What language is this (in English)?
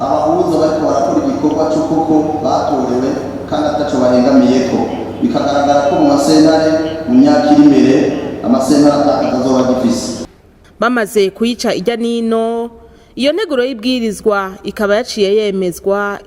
Rundi